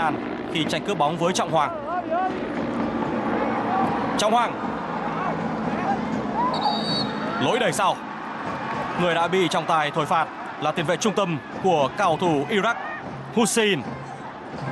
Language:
Vietnamese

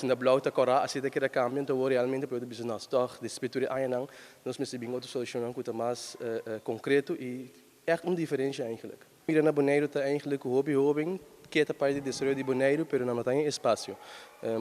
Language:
Papiamento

